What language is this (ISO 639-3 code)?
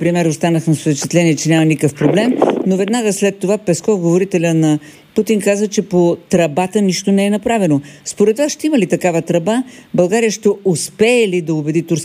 bul